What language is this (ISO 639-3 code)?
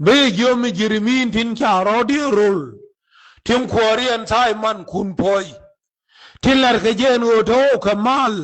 nus